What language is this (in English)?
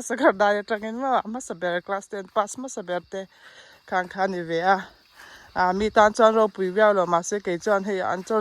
Mizo